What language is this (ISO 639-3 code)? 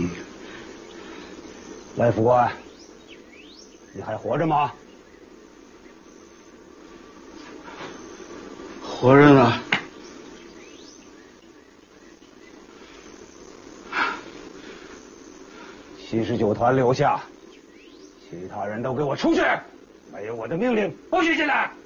zho